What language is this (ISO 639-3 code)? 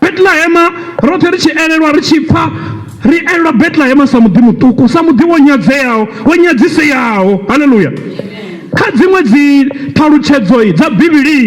ven